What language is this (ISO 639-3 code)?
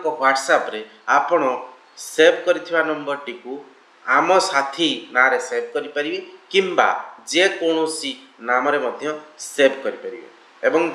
ori